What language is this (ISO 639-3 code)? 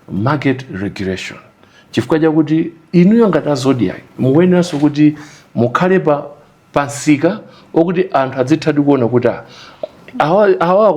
nya